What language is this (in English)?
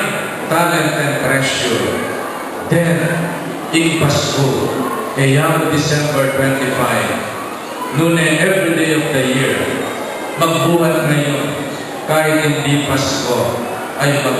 Pampanga